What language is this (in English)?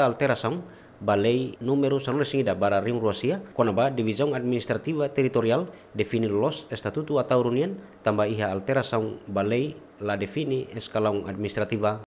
Tetum